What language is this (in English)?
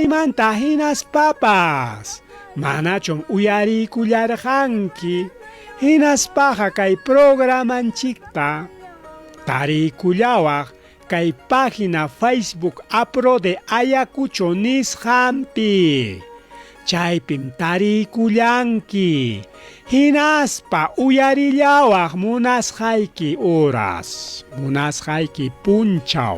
Ayacucho Quechua